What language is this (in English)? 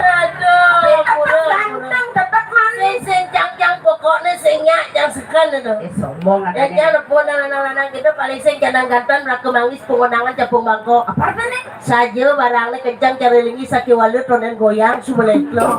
Balinese